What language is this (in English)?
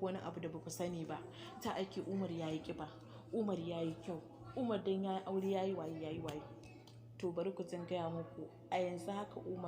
Hausa